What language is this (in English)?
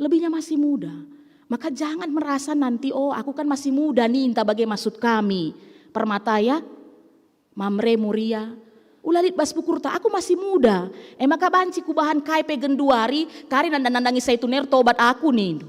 Batak Karo